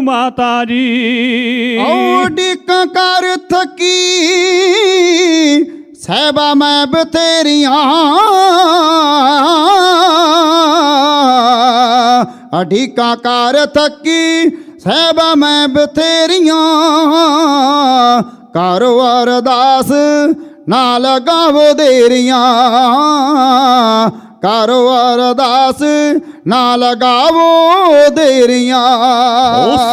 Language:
Punjabi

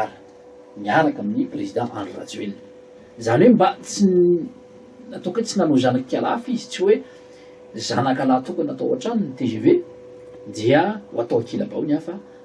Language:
Malagasy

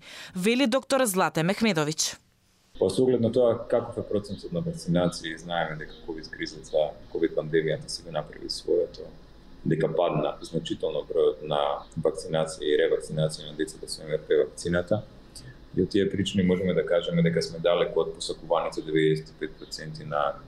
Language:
Macedonian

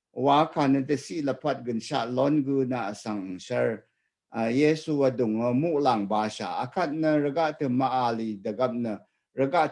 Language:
Rawang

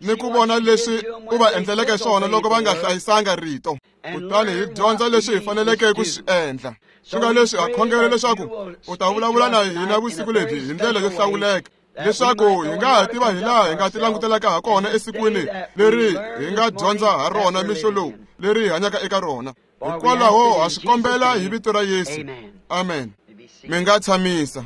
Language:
Tsonga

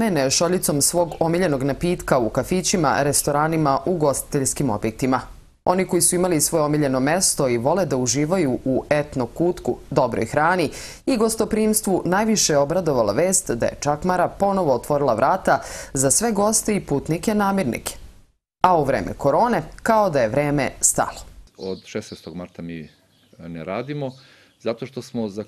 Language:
Serbian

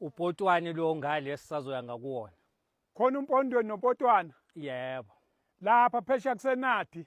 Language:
Zulu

